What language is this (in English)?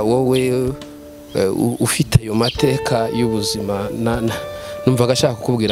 Kinyarwanda